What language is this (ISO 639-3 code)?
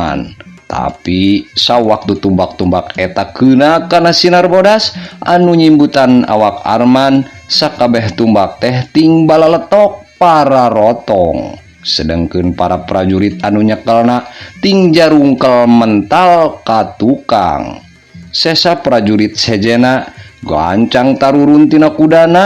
sun